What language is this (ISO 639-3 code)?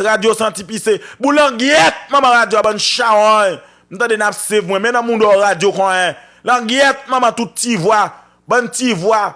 hat